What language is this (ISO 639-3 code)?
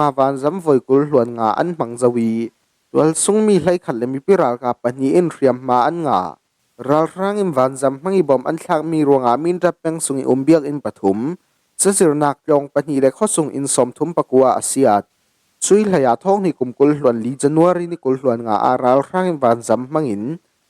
cfm